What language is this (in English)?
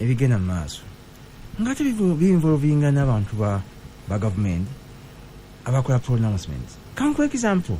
Ganda